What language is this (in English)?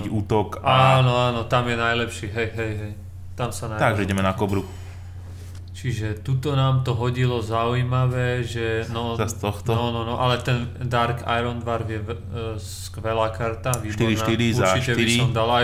Slovak